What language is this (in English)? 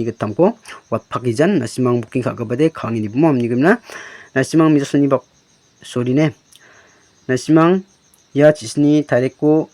Garo